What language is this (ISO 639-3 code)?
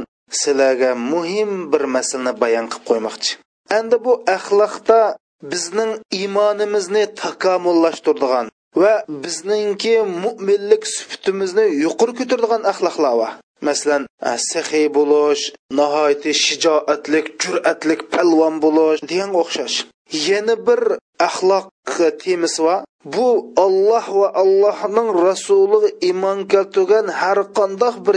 uig